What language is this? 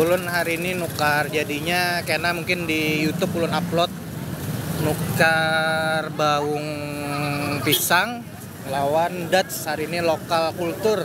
Banjar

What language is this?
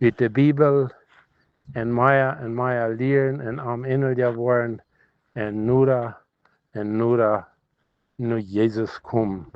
Plautdietsch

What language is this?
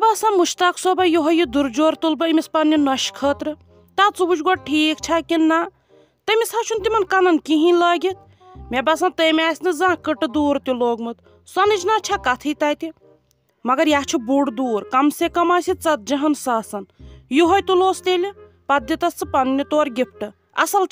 Kashmiri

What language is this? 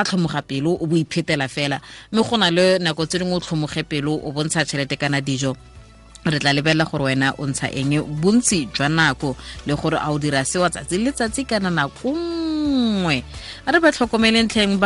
Tswana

